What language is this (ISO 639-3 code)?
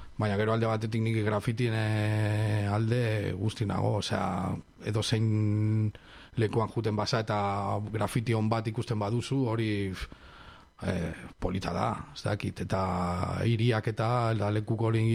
eus